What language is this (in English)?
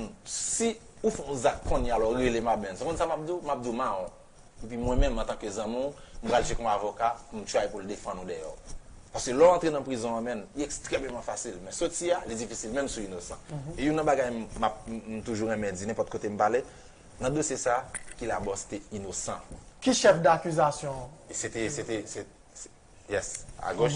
Haitian Creole